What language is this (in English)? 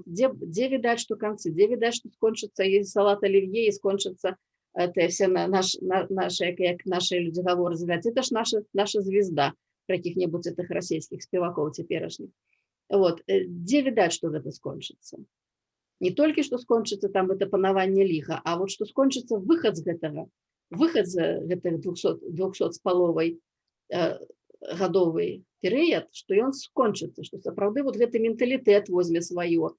Belarusian